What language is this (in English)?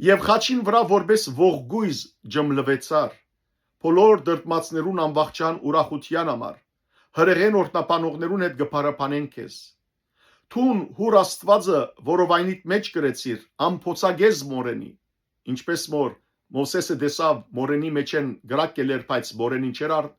Western Armenian